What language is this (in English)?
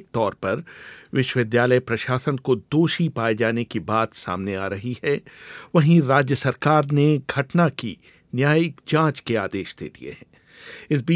Hindi